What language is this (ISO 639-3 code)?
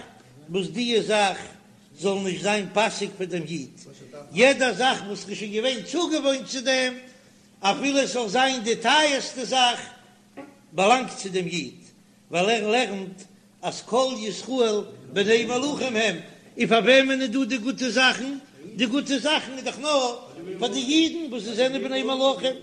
yid